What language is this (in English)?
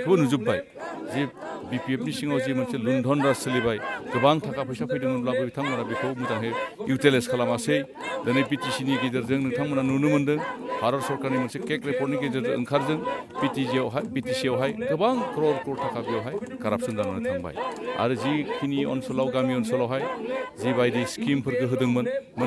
Bodo